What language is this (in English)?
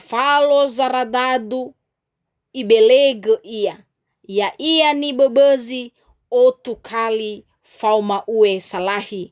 Nias